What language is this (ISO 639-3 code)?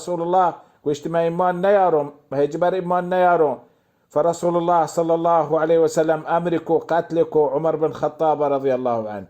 bal